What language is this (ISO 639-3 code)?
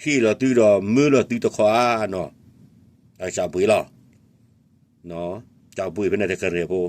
ksw